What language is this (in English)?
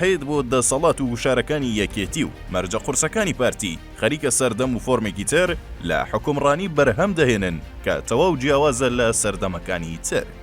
Central Kurdish